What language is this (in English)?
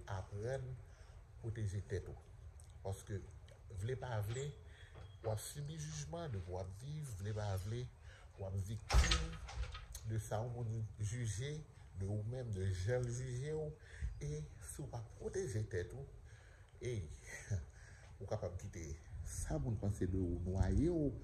Haitian Creole